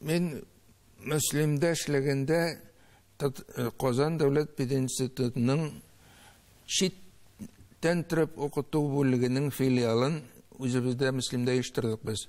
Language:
Tatar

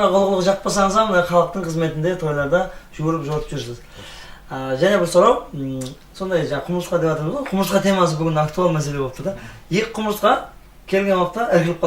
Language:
Kara-Kalpak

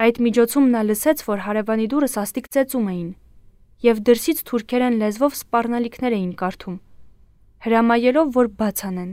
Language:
Armenian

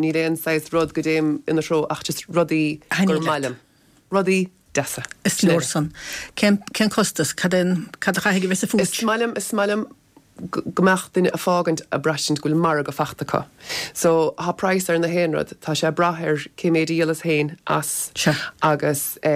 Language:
Irish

